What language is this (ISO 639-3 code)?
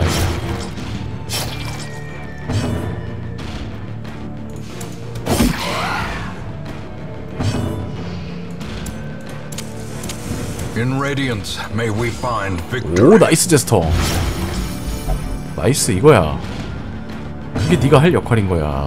kor